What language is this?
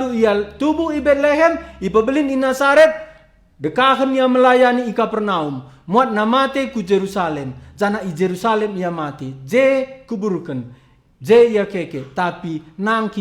Batak Karo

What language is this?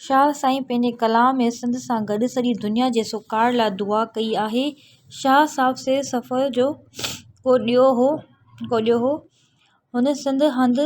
Sindhi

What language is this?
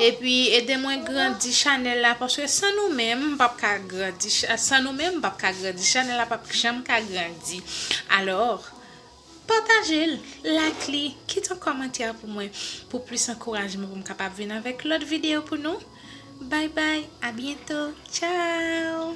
Haitian Creole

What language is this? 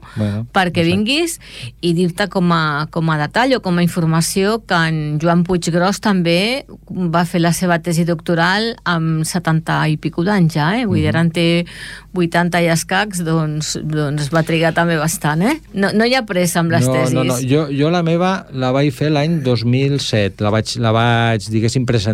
Catalan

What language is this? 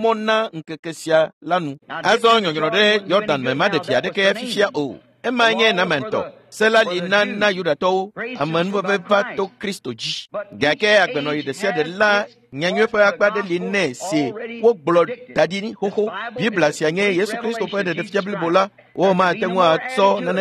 Ewe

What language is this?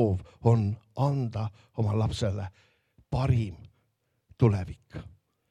Estonian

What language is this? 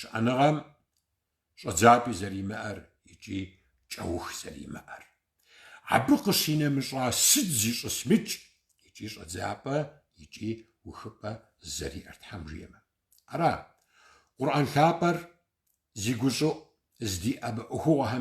Kabardian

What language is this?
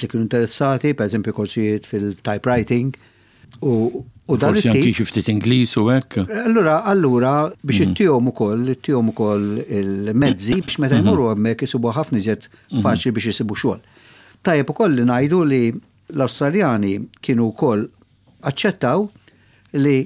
Maltese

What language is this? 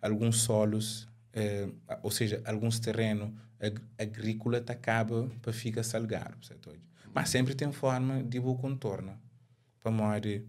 Kabuverdianu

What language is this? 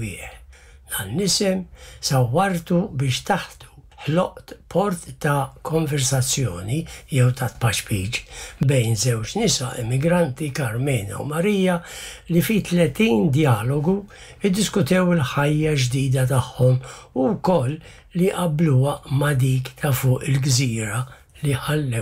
Maltese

